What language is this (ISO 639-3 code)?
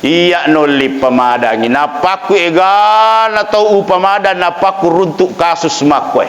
bug